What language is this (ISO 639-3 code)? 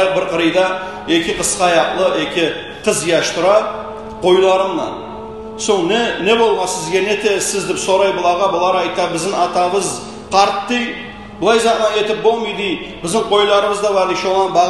kum